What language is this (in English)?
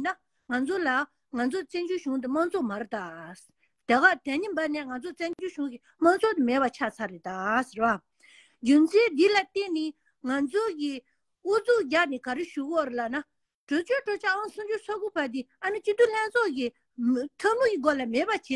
Tibetan